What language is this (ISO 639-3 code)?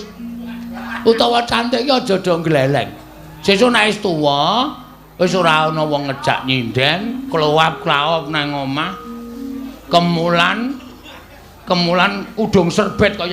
jav